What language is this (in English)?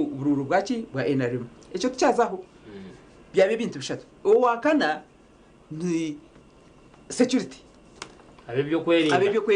Nyankole